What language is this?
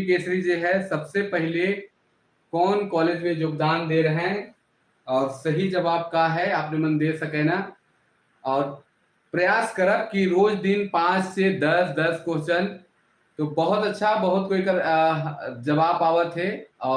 Sadri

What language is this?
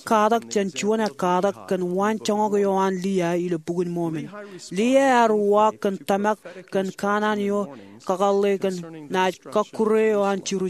Marshallese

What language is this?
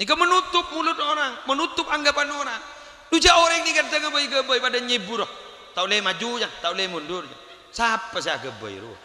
Madurese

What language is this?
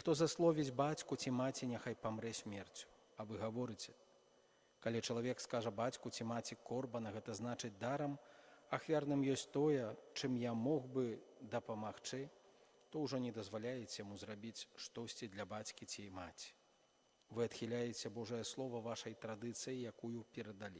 Belarusian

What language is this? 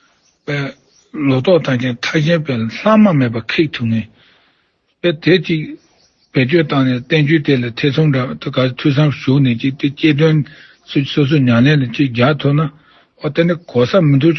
Tibetan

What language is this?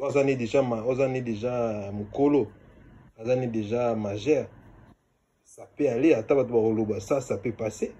Lingala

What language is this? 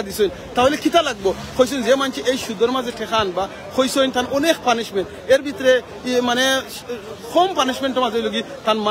Sylheti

